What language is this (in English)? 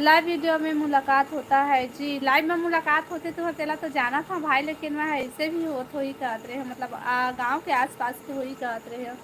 Chhattisgarhi